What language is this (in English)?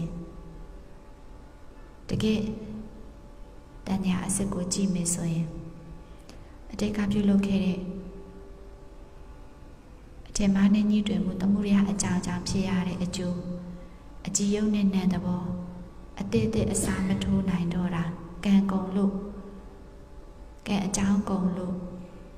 Burmese